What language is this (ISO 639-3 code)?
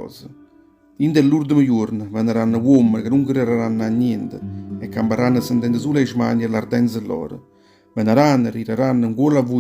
nap